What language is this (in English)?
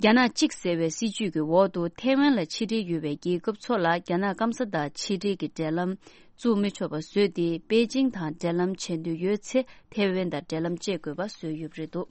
Tibetan